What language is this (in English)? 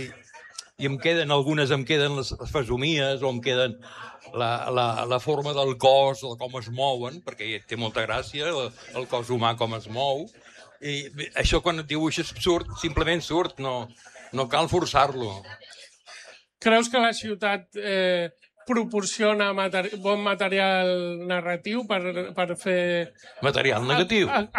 Catalan